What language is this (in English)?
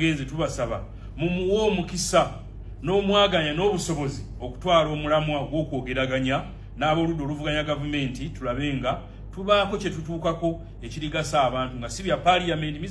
Ganda